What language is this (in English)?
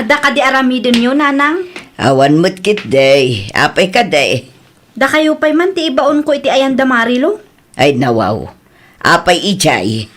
Iloko